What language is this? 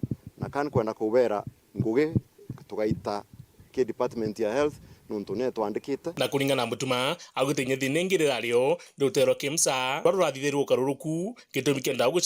Meru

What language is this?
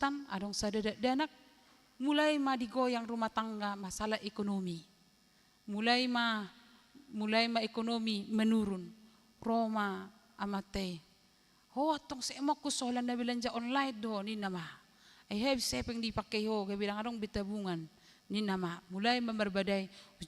Batak Toba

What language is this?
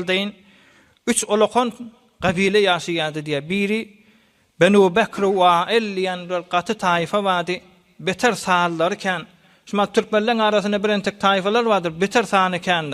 Turkmen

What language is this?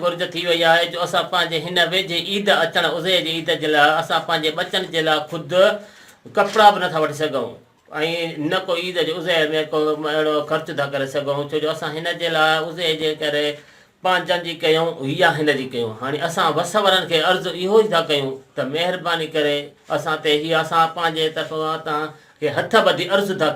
Sindhi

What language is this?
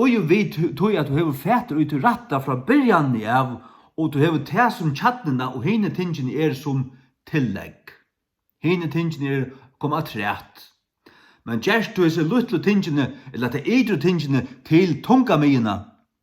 Faroese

